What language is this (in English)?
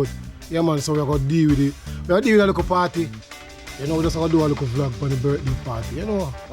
Jamaican Creole English